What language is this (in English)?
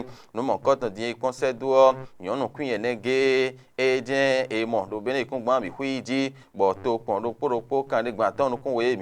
Fon